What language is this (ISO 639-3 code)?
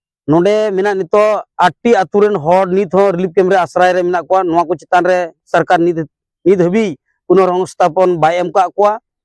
sat